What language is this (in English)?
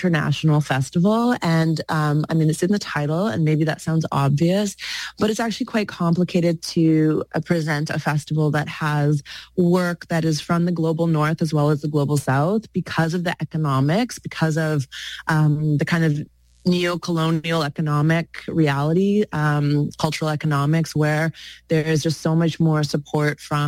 English